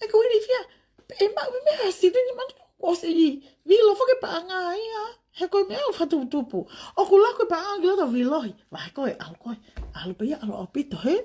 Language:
Tongan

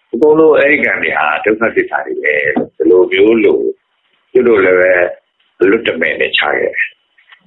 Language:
Burmese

